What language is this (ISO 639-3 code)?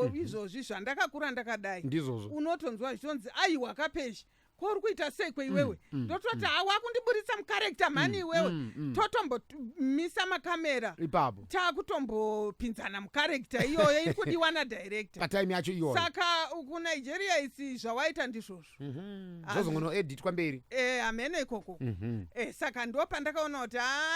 sna